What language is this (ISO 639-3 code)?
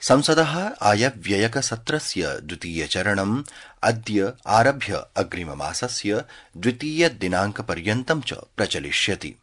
san